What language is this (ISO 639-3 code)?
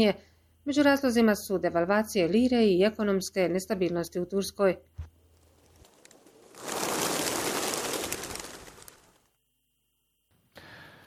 bos